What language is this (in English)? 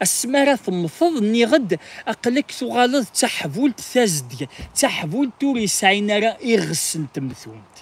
Kabyle